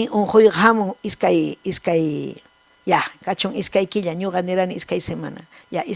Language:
Ayacucho Quechua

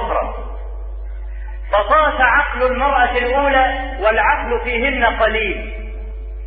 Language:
Arabic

